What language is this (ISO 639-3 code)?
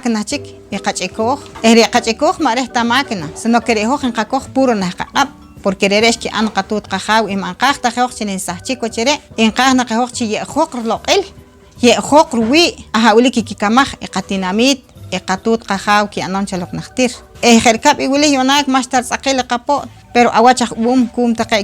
poh